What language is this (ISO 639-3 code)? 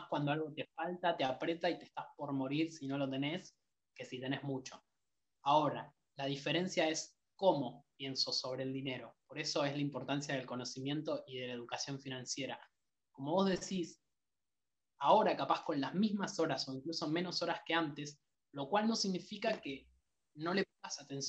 spa